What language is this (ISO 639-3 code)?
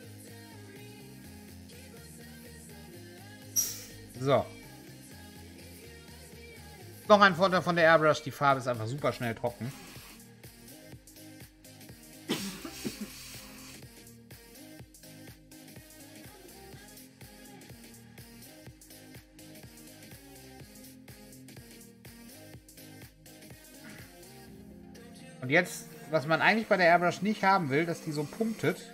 deu